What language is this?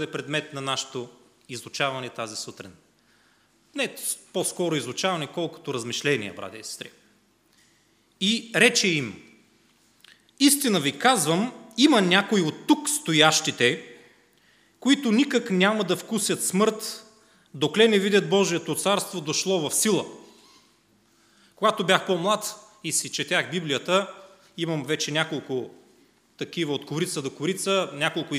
Bulgarian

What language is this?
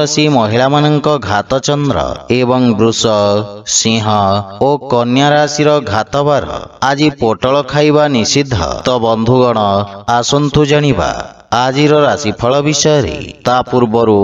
Odia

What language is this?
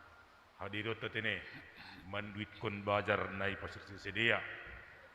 Batak Simalungun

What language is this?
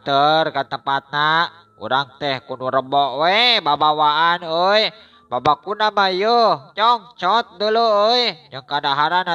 Sundanese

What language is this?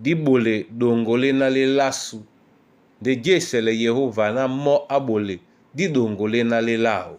Duala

